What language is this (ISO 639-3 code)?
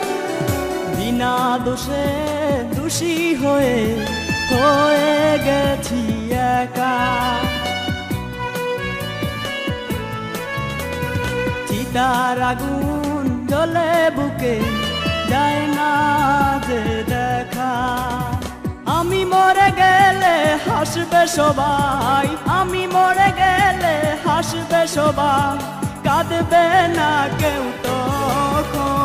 ben